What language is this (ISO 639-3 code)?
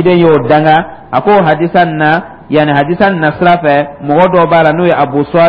dyu